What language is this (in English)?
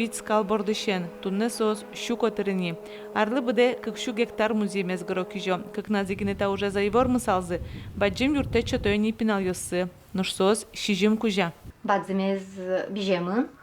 Udmurt